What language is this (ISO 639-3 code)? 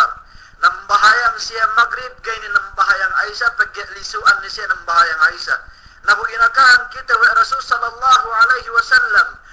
yka